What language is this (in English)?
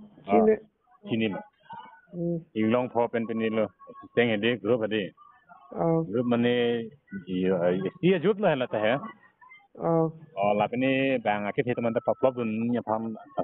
Karbi